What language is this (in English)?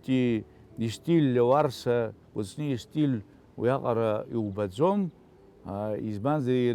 Abkhazian